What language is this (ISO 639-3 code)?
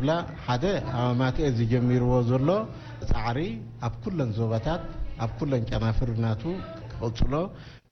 tir